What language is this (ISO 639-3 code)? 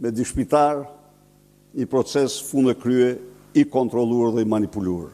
sqi